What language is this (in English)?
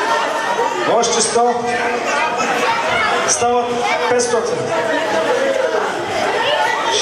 Bulgarian